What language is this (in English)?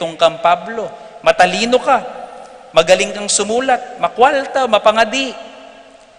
Pampanga